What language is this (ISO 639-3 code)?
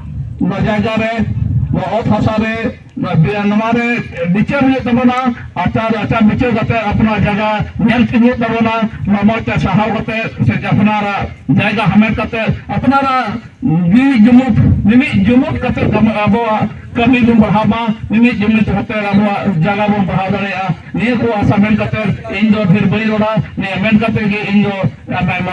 sat